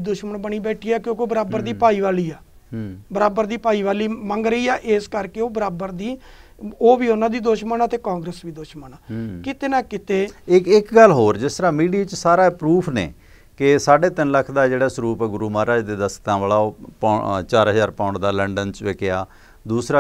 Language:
Punjabi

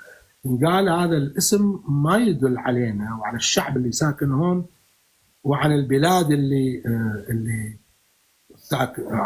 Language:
North Levantine Arabic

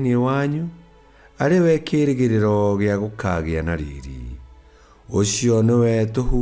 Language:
Kikuyu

